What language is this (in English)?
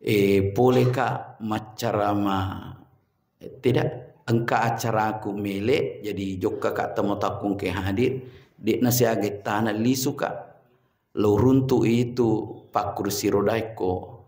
Buginese